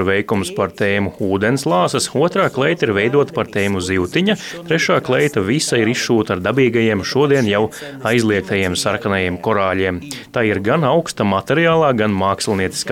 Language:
Latvian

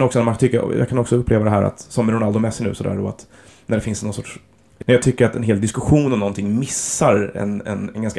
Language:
Swedish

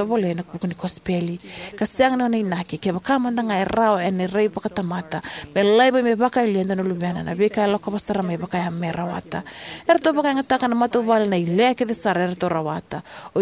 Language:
Fijian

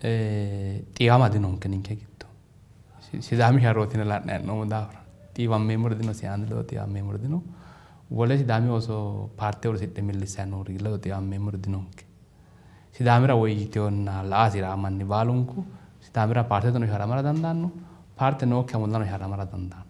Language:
Sidamo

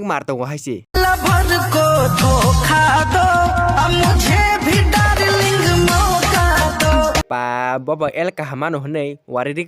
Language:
Kok Borok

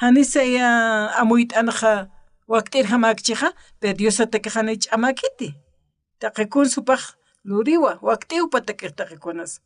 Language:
Aymara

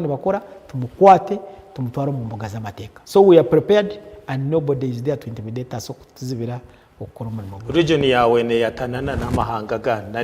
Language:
Nyankole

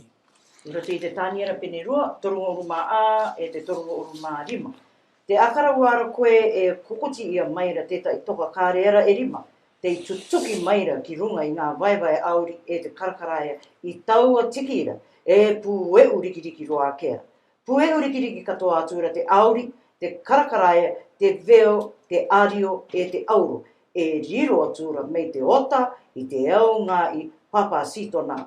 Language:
Rarotongan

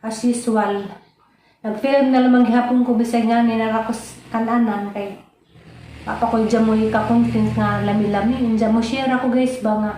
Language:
Cebuano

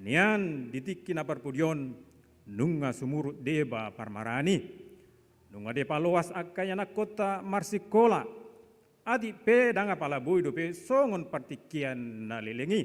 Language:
Batak Toba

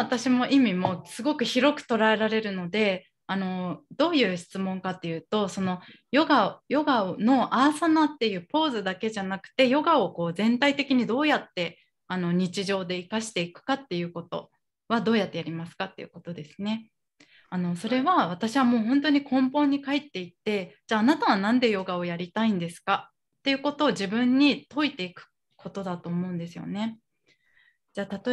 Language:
Japanese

